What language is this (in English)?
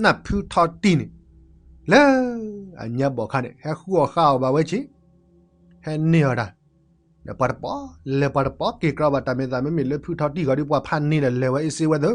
S'gaw Karen